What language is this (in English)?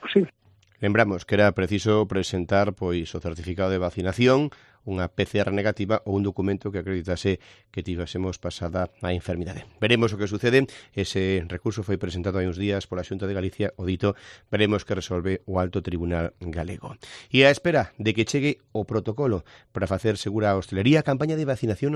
Galician